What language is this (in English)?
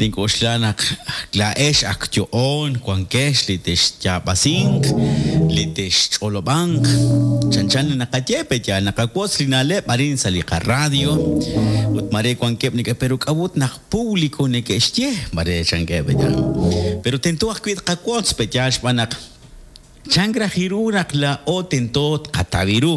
Kekchí